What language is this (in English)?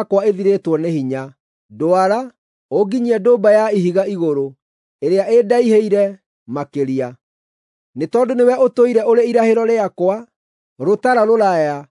Kikuyu